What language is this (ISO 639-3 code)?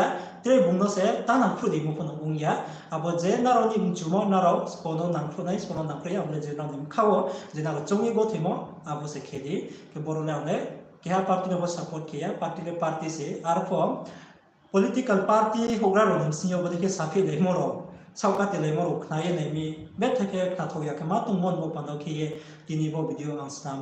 ria